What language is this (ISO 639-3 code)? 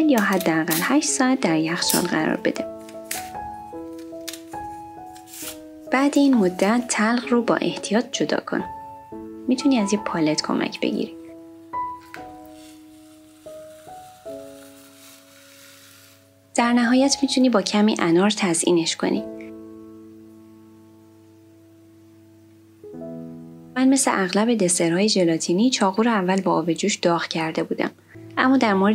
fas